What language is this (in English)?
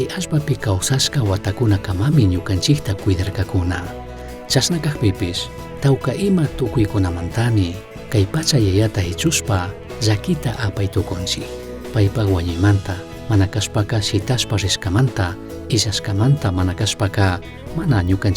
Chimborazo Highland Quichua